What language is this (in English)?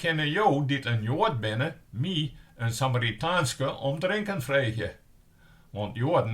Western Frisian